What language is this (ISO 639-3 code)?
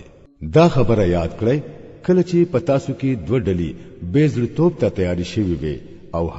pus